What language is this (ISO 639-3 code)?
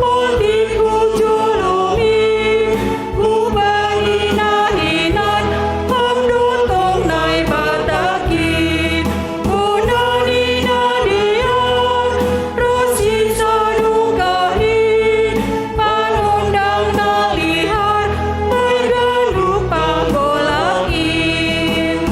bts